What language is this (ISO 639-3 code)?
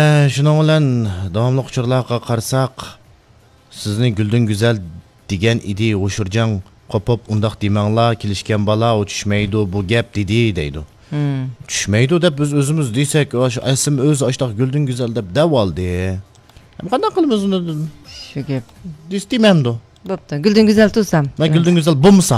uig